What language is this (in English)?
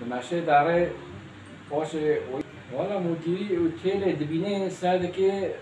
Kurdish